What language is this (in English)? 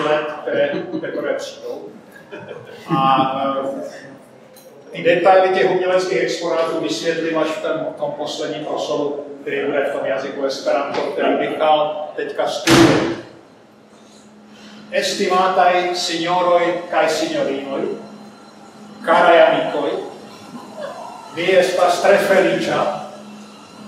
Czech